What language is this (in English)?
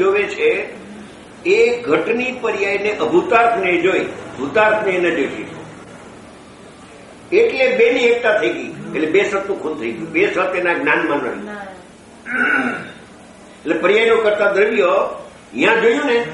Gujarati